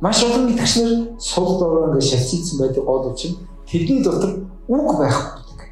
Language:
Mongolian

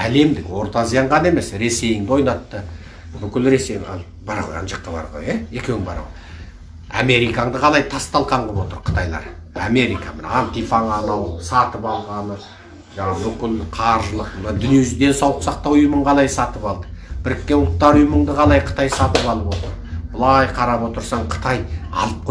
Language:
Kazakh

